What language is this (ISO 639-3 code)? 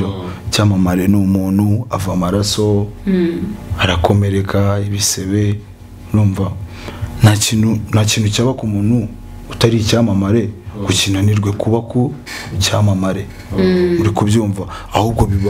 kin